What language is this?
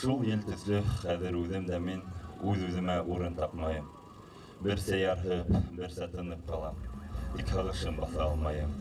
Bashkir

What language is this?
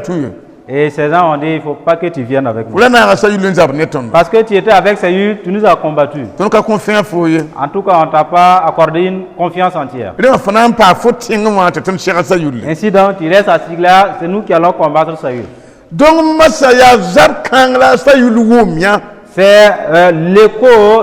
Mossi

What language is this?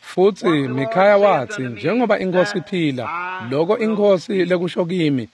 Swati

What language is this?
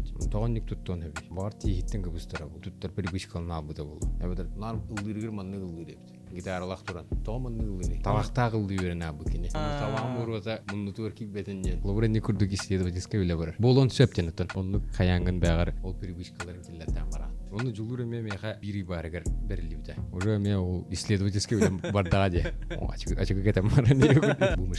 Yakut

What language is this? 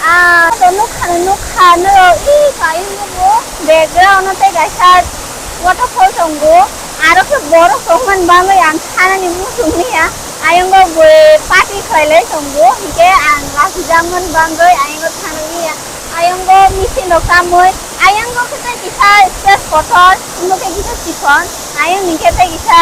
Kok Borok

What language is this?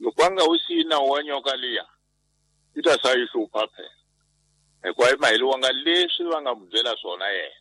Tsonga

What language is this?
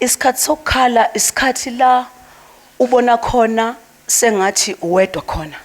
Zulu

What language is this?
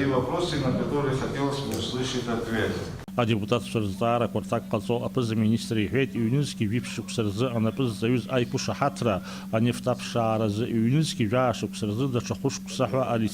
Abkhazian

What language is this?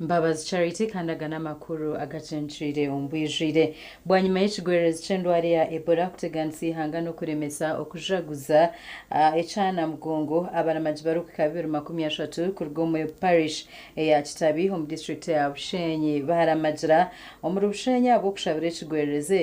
Nyankole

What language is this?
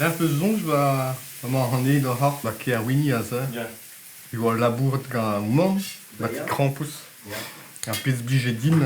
Breton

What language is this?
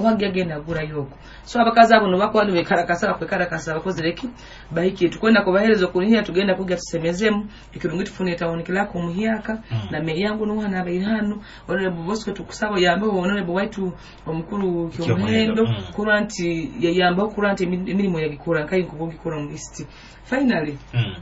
Nyoro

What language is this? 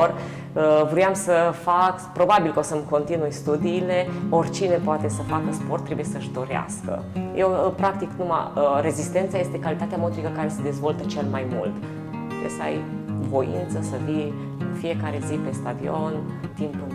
Romanian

